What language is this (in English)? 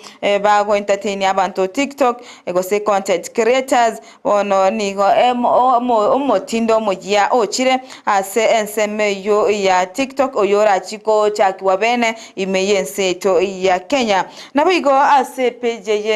Gusii